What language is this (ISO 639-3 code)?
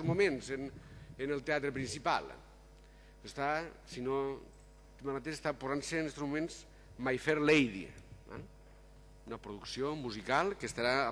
cat